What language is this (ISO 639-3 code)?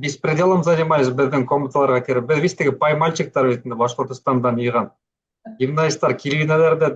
bak